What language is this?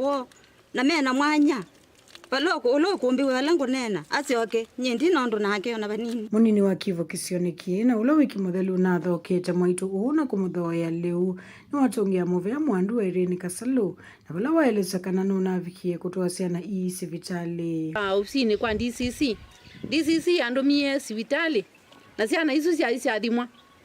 Kamba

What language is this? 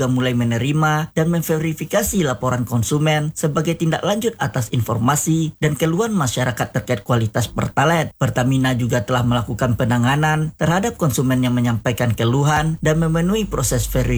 Indonesian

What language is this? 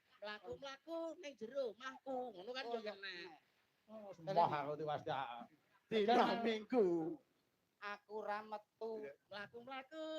Javanese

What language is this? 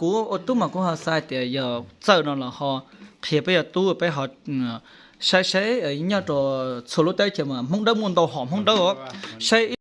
Hmong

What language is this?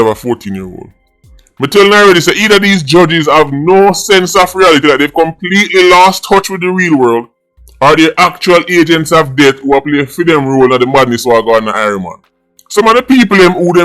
Jamaican Creole English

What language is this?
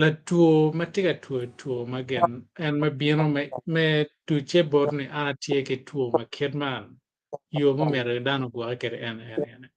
Acoli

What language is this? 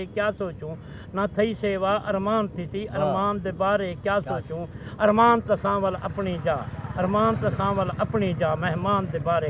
Saraiki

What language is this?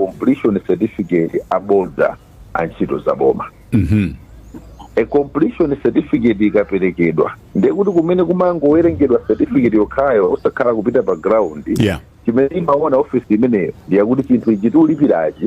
Nyanja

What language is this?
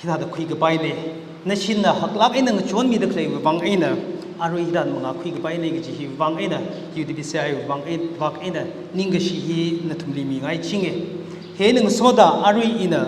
Tangkhul Naga (India)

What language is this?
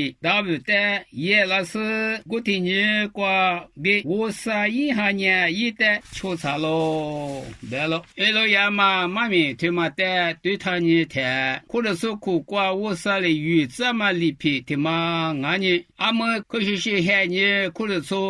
Lisu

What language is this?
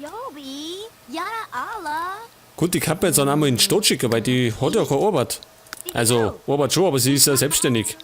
Bavarian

